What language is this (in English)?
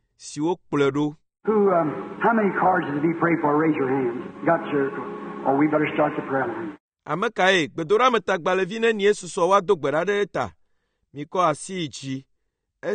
Ewe